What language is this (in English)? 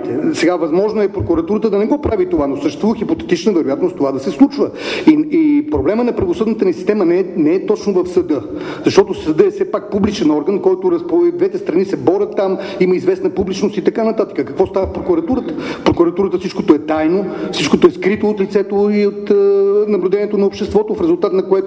Bulgarian